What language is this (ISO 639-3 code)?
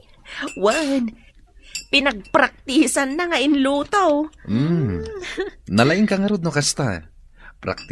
ilo